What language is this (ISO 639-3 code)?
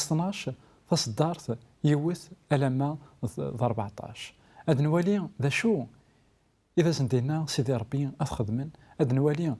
kab